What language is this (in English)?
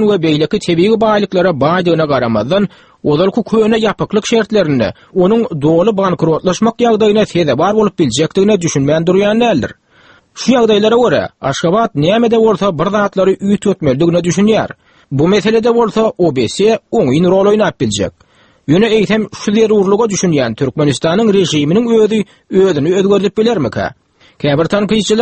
Turkmen